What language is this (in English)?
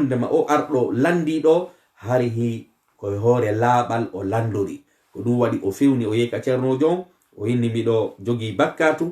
Fula